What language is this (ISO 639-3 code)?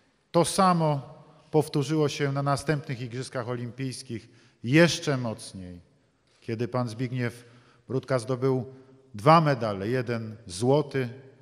pol